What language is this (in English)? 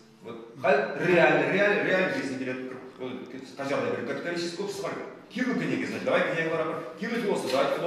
Chuvash